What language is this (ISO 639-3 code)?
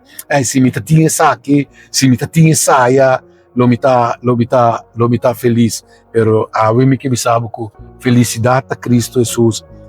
pap